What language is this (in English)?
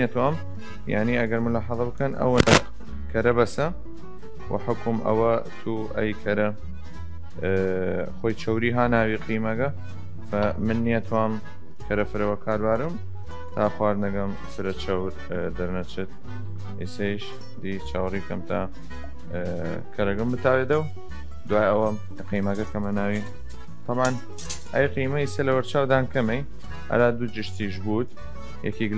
Southern Kurdish